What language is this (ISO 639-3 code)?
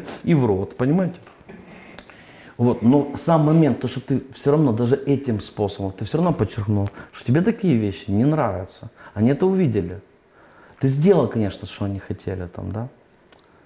rus